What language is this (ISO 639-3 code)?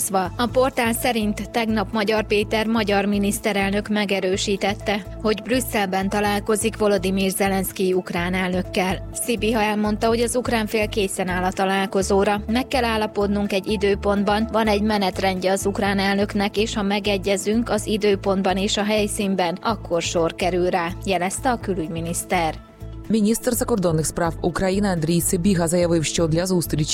hun